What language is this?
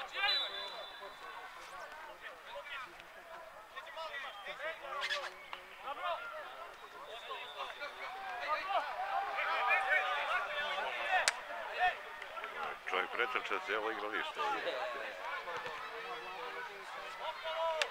Serbian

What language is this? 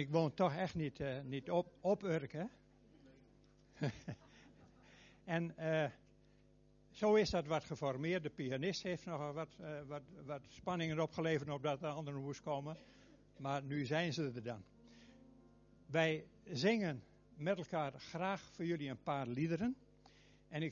Dutch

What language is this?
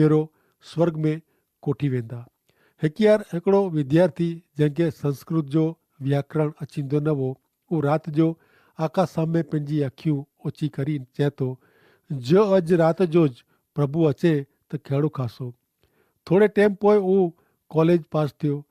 Kachhi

